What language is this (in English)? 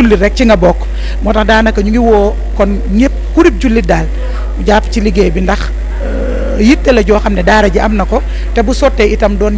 Wolof